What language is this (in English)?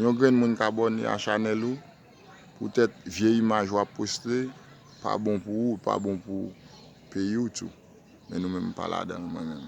Haitian Creole